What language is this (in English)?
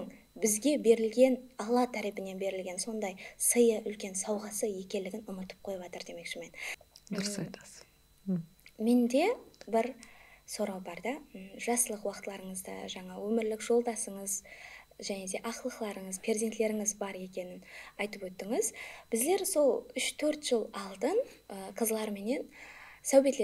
Kara-Kalpak